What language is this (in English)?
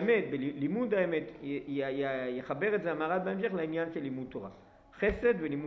Hebrew